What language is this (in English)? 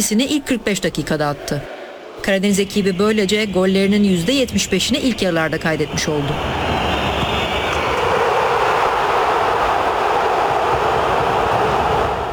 Turkish